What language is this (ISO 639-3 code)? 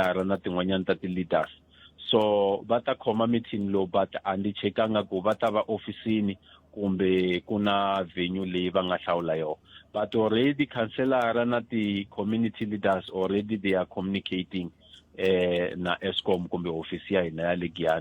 tso